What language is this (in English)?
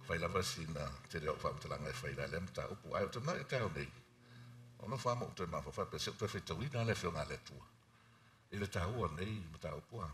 Samoan